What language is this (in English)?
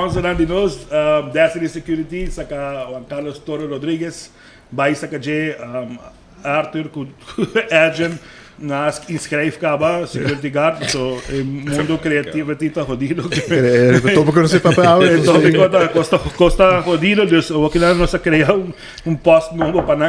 Papiamento